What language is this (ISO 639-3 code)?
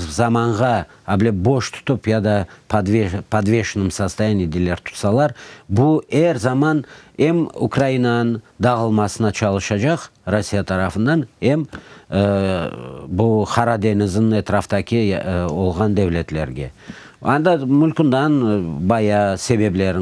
crh